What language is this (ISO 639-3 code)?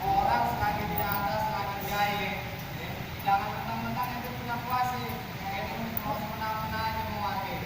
bew